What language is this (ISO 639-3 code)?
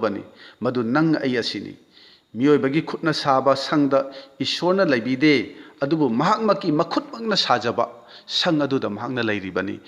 mni